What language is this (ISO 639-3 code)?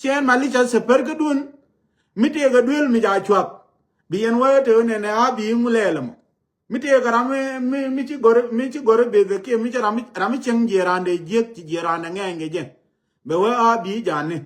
nus